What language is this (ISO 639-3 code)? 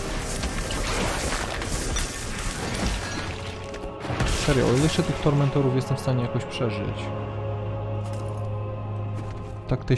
pol